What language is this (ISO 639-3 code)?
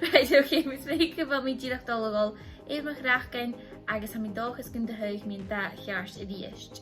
gla